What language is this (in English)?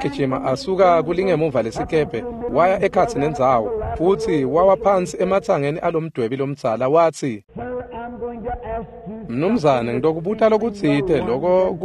Swati